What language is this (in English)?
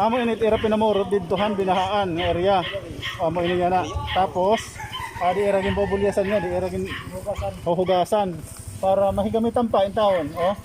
Waray